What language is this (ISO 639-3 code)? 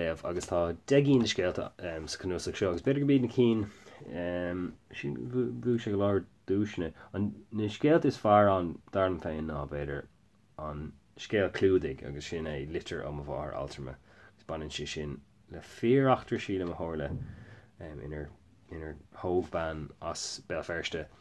gle